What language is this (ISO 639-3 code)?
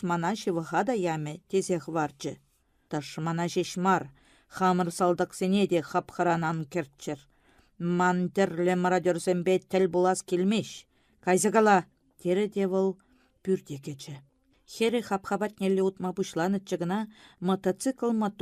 chv